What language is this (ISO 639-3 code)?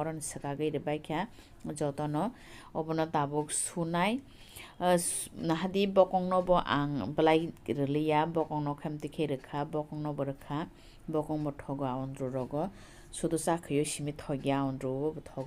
trp